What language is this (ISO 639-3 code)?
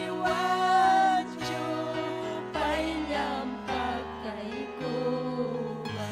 quy